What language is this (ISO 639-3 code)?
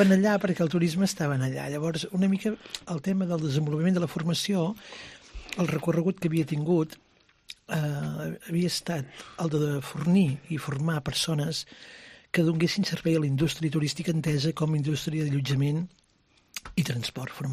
cat